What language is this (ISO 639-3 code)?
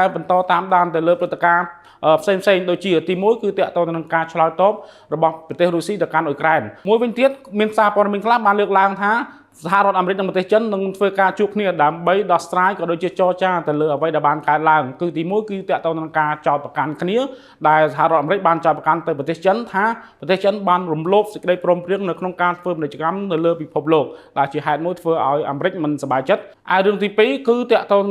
khm